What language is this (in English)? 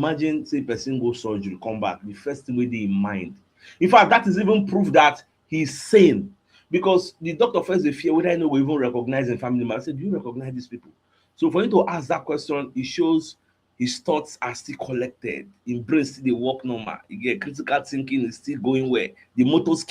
Nigerian Pidgin